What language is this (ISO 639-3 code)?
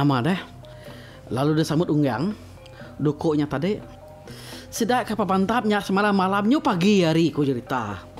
iba